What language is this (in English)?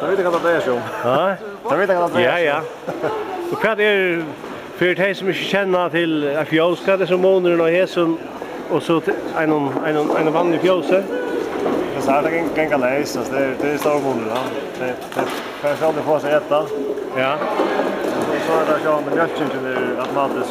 Faroese